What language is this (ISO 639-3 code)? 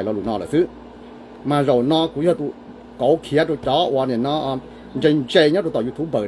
hmn